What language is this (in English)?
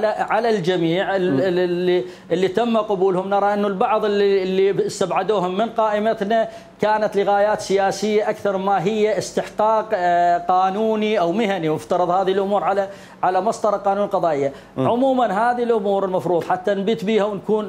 Mesopotamian Arabic